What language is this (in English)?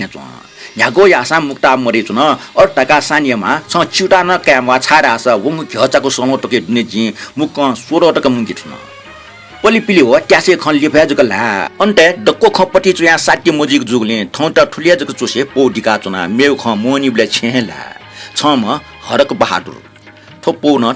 Newari